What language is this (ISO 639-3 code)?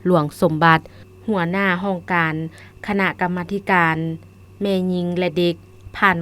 lao